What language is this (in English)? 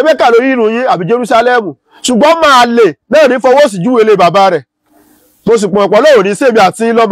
Yoruba